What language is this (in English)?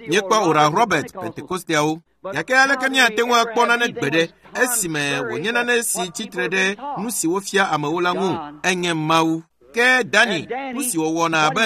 Ewe